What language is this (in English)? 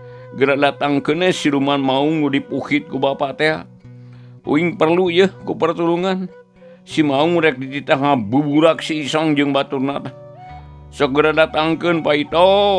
Sundanese